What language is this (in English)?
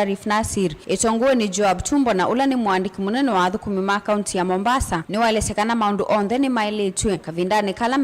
Kamba